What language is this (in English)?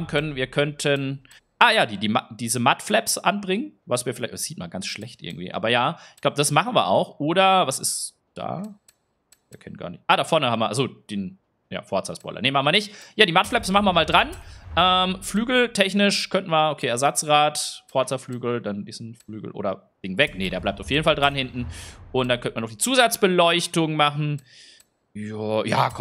German